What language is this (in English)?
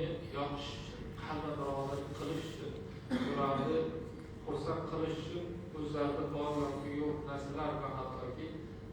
Uzbek